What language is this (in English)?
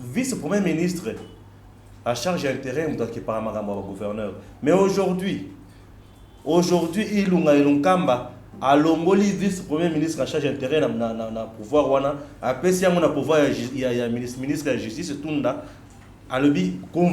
Lingala